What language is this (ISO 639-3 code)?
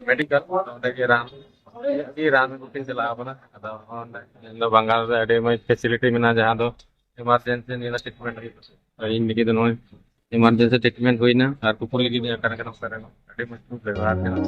sat